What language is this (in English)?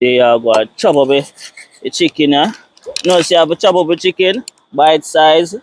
Jamaican Creole English